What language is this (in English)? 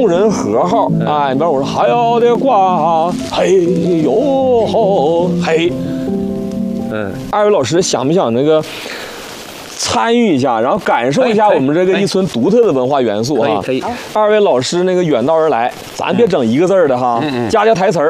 Chinese